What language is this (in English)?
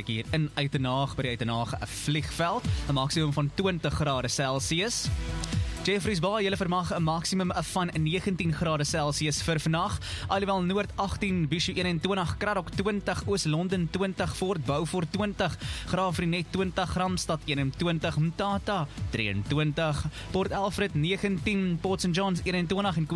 Afrikaans